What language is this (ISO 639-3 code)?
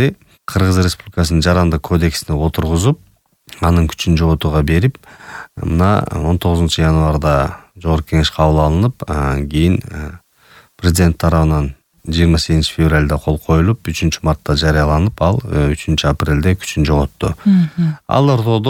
kir